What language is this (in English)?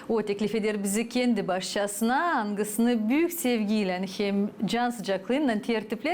Gagauz